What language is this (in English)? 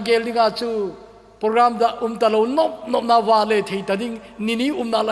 Thado Chin